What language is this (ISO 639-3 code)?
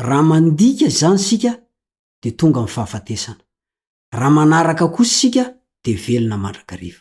mlg